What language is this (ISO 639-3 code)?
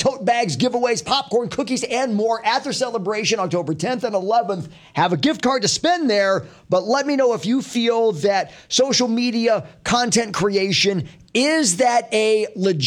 eng